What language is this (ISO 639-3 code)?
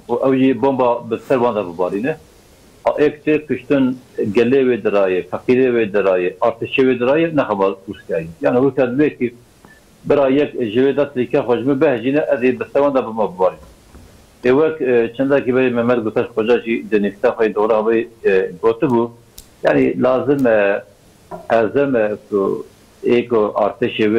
kur